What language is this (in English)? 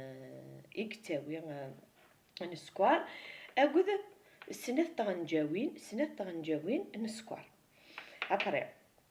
Kabyle